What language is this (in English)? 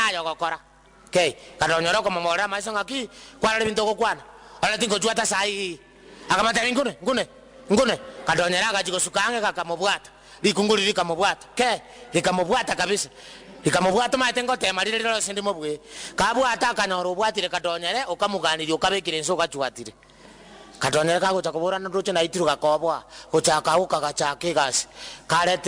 Gusii